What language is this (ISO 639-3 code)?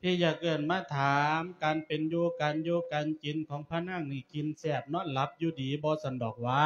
lao